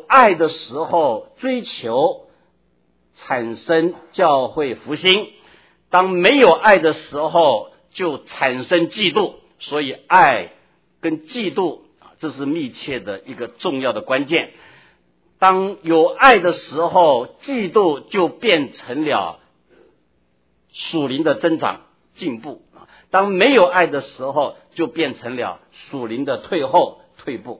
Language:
Chinese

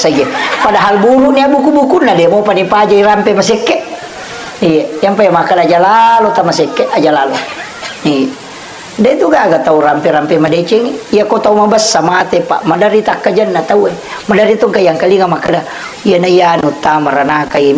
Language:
Buginese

